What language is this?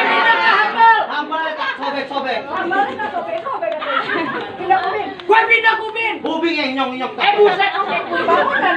Betawi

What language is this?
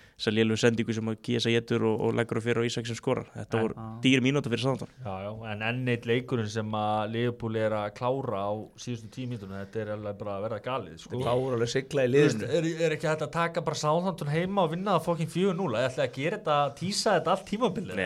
Icelandic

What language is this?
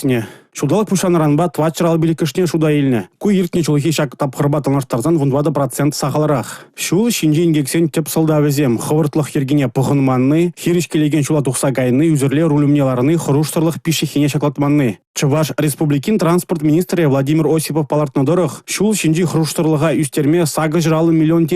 Chuvash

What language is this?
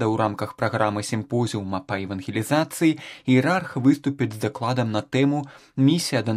Belarusian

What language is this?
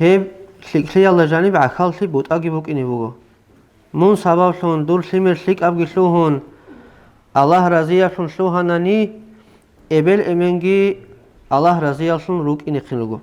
Avaric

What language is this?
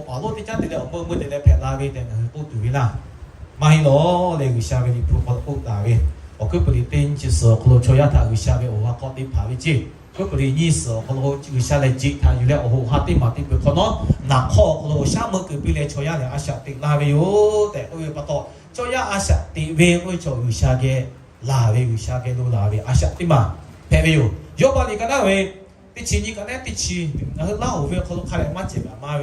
Lahu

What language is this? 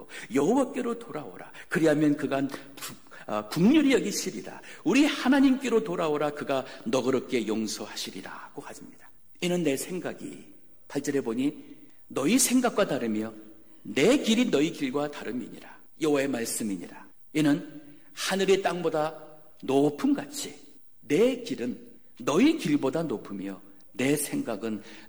Korean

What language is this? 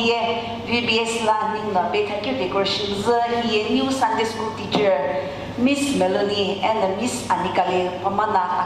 Sumi Naga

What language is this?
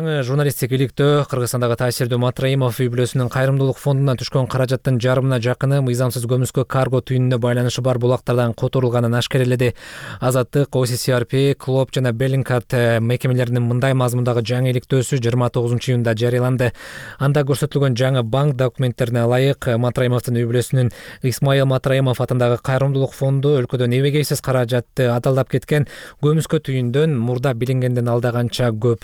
Kyrgyz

